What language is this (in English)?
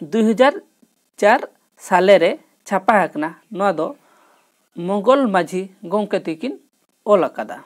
Santali